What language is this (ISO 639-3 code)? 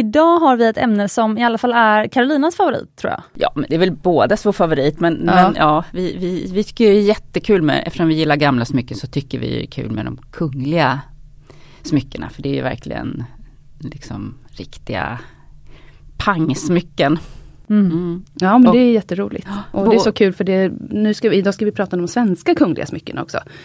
swe